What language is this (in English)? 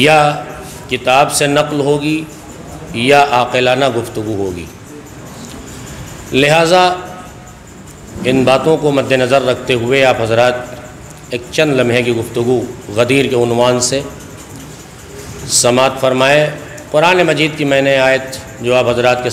Urdu